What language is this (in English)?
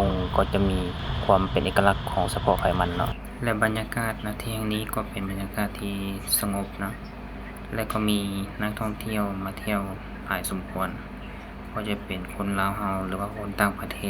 Lao